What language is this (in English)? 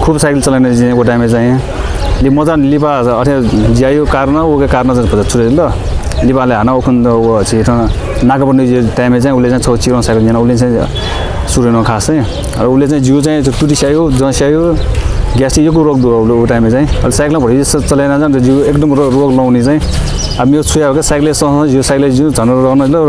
Newari